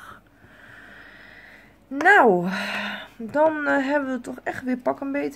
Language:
Dutch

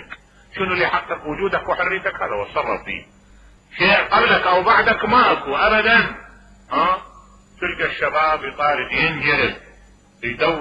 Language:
Mesopotamian Arabic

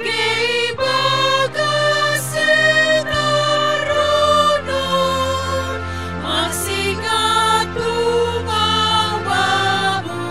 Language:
Batak Simalungun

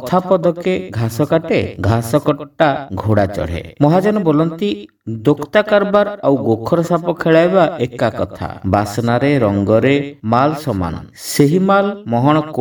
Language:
Odia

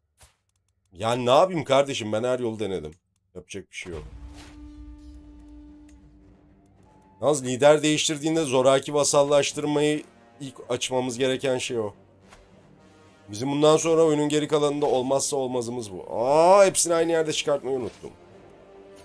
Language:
Turkish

